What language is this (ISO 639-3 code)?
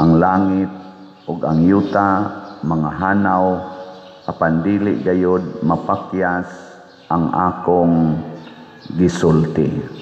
ceb